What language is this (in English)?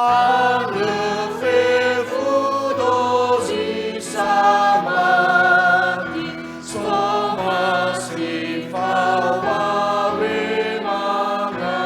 Nias